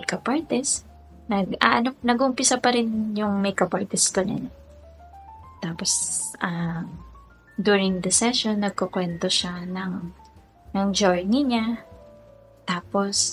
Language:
Filipino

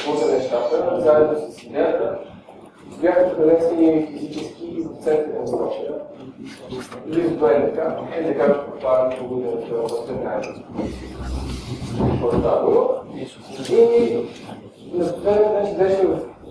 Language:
Bulgarian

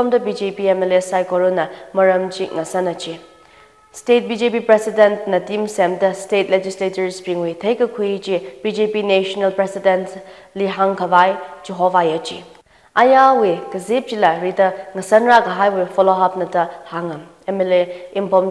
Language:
Tangkhul Naga (India)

